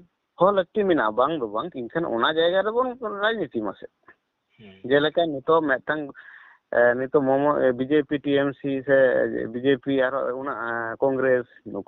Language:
Santali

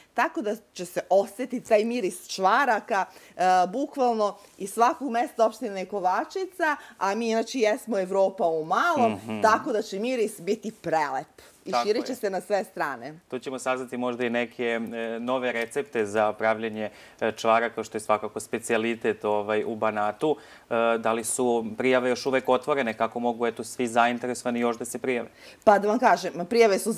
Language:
Serbian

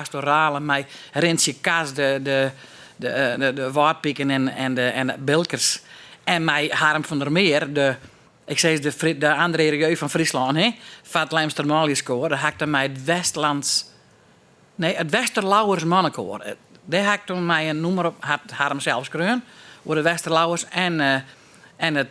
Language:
Western Frisian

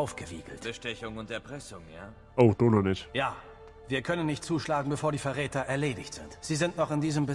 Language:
Bavarian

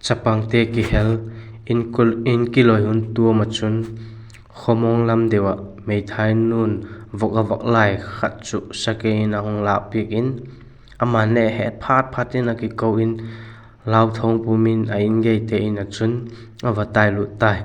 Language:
Vaiphei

